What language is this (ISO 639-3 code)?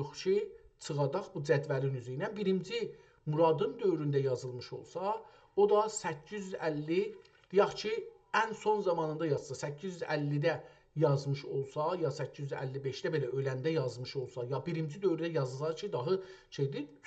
azb